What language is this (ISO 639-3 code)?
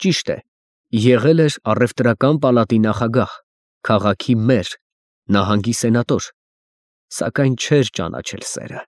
hye